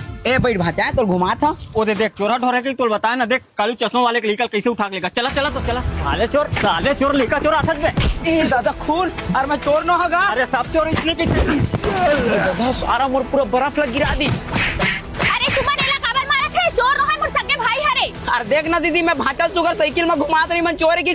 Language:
Chhattisgarhi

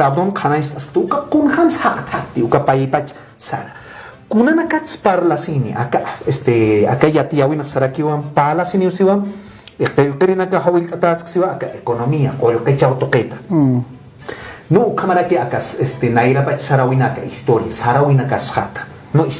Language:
Aymara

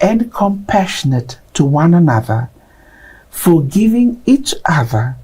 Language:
Fijian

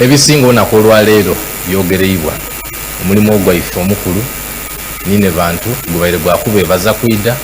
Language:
Soga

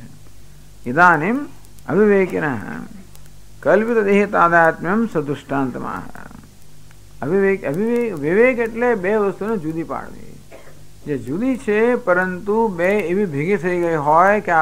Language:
Gujarati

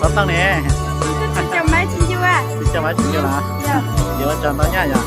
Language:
Hmong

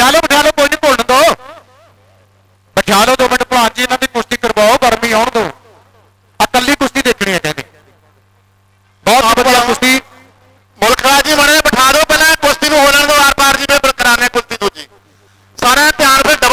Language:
Punjabi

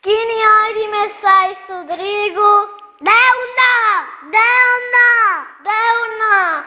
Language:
Sardinian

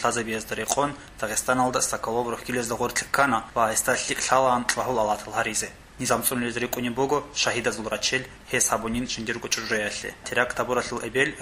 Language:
Avaric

